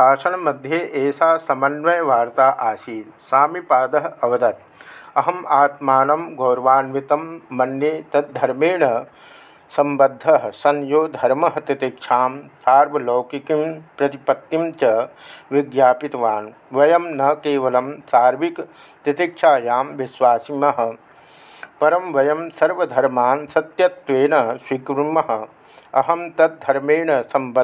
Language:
Sanskrit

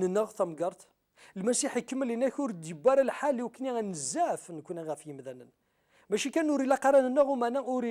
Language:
Kabyle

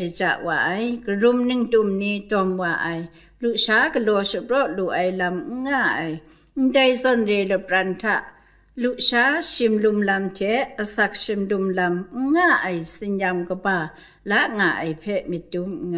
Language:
Kachin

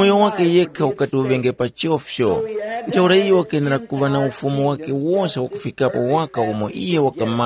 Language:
Tumbuka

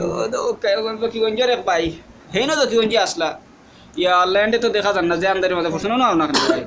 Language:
Sylheti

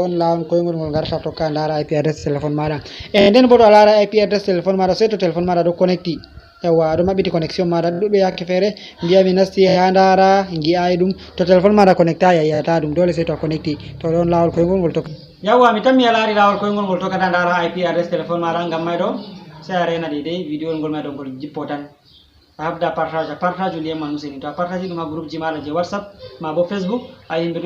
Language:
Fula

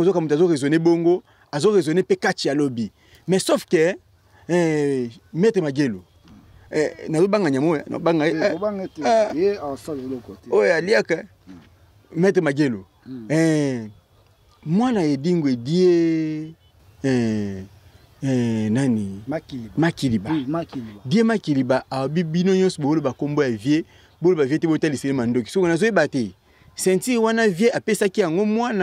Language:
Lingala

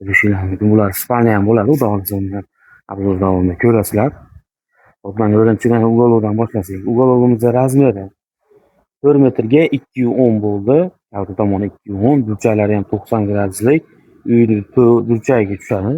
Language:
Uzbek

